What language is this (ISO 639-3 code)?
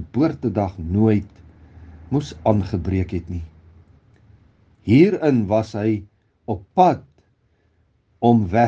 afr